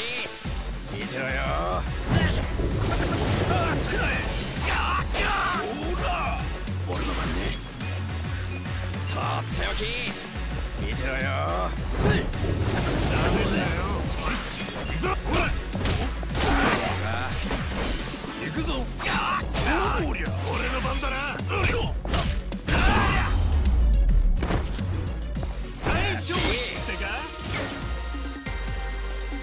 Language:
Japanese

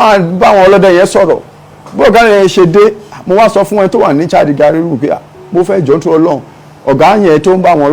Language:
Yoruba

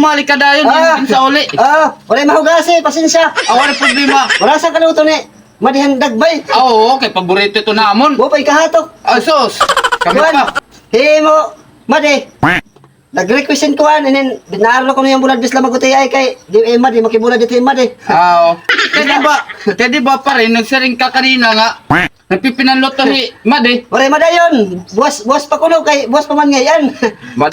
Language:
Waray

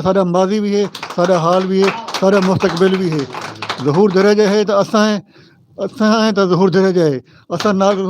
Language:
Western Panjabi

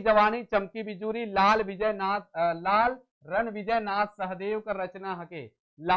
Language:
Sadri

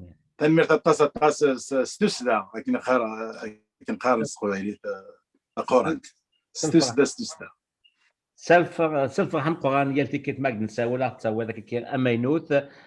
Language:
Kabyle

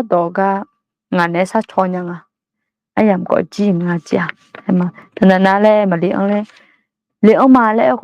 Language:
Akha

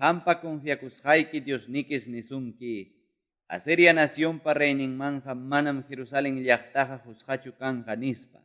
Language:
Quechua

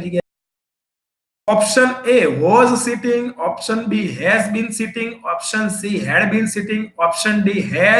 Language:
Gujarati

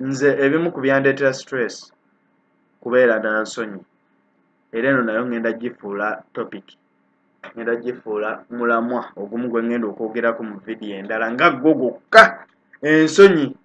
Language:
Ganda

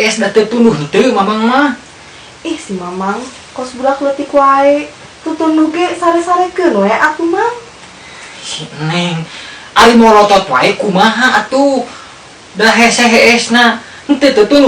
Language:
Sundanese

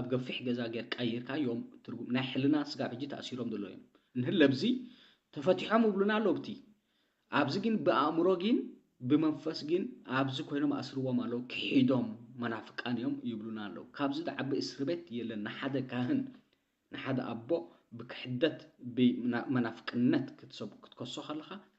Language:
Tigrinya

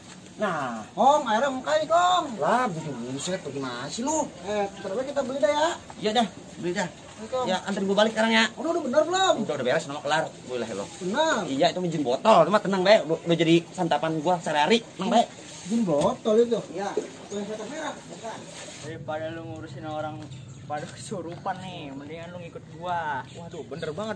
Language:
Betawi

